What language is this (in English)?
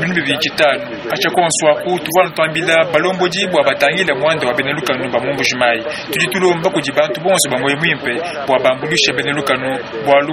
Luba-Lulua